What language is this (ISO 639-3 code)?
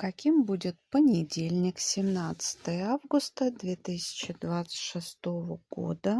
rus